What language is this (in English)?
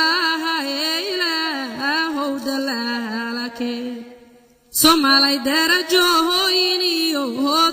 Somali